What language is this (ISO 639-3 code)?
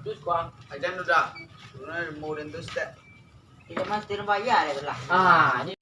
min